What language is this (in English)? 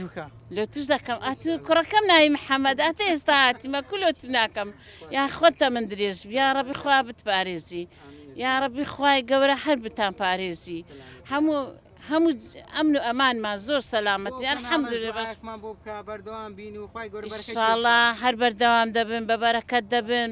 Central Kurdish